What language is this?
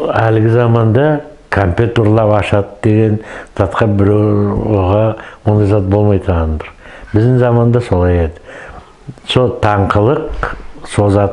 Nogai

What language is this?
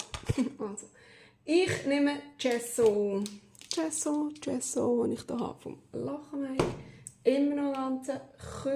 Swiss German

